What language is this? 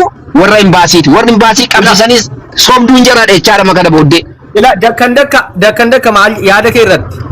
Oromo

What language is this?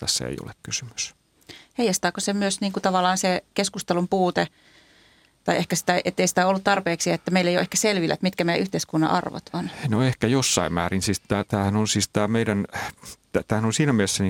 Finnish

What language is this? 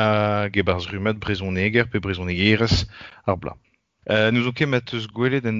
Breton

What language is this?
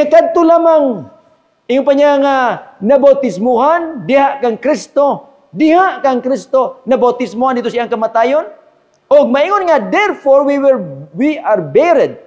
Cebuano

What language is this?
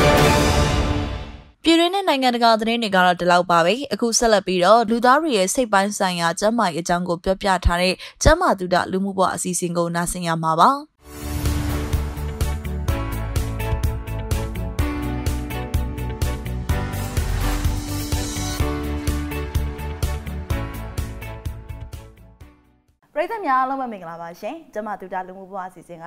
Burmese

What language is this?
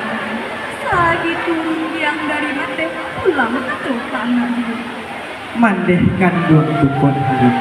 Minangkabau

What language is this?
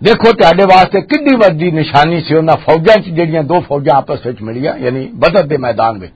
Western Panjabi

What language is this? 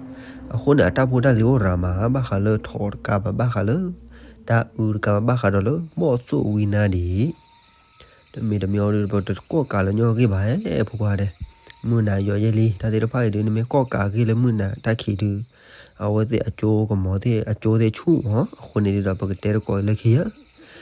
S'gaw Karen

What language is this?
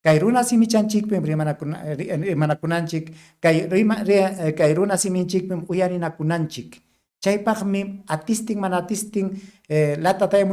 Ayacucho Quechua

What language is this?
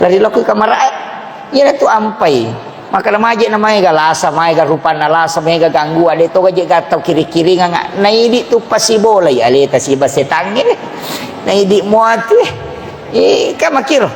Buginese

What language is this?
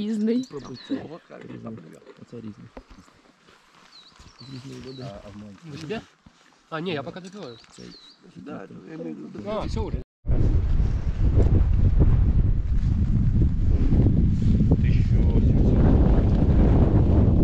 Ukrainian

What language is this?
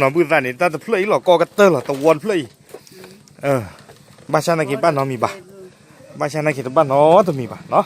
S'gaw Karen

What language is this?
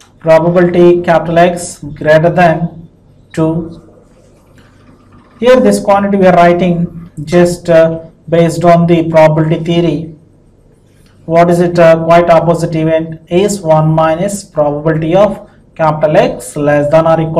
English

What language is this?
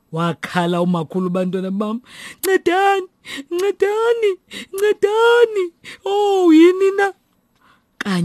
Xhosa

